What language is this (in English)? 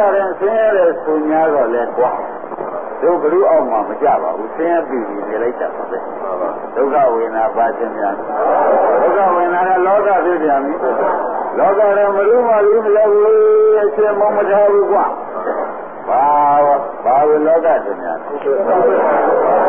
Burmese